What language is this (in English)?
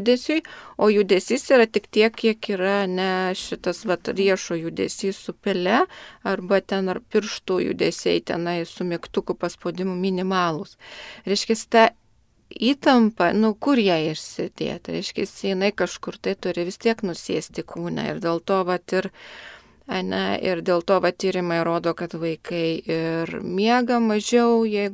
Lithuanian